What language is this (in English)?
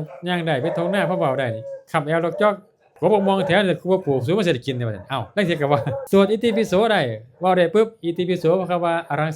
Northeastern Thai